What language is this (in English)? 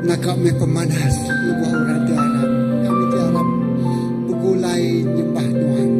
Iban